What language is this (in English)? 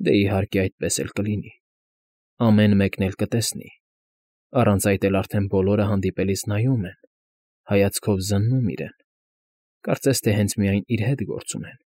Armenian